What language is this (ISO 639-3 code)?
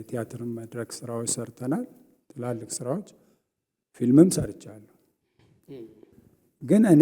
amh